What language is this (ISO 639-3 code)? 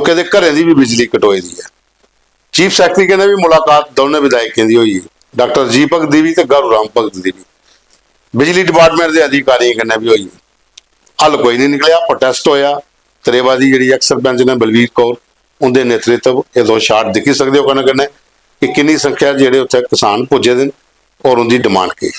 doi